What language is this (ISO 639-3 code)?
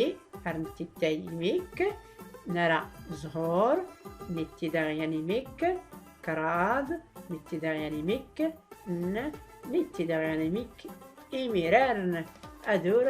shi